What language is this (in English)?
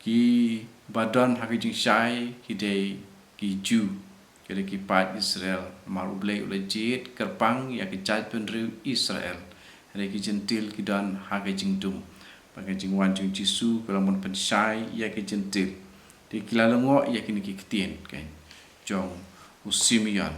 Khasi